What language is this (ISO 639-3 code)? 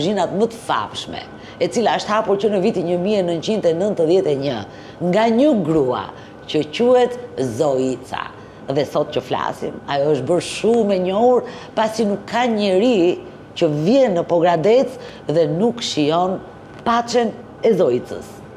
sqi